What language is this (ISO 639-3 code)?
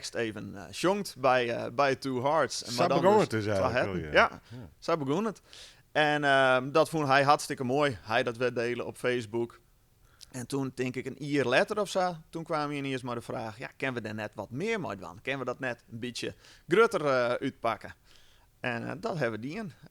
fry